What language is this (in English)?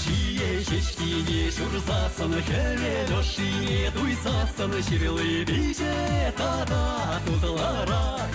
Chuvash